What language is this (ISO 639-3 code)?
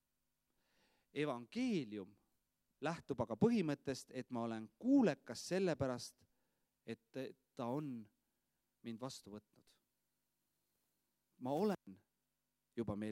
est